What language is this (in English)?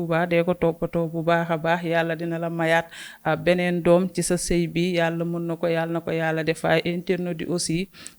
Wolof